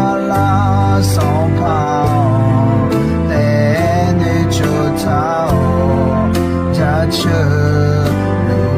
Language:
Akha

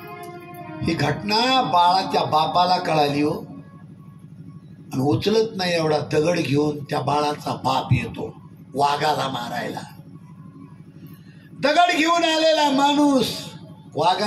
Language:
Marathi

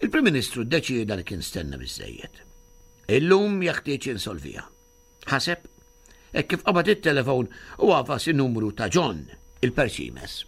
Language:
Maltese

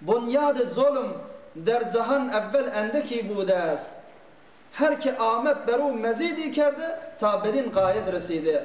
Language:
Turkmen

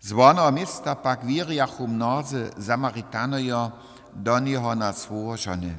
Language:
Upper Sorbian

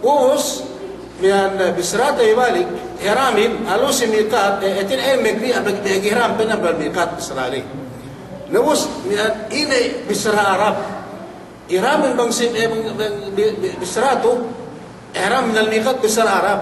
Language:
Yakan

